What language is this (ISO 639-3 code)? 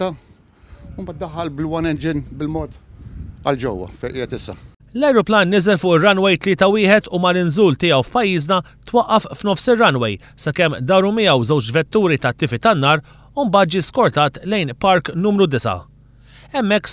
mlt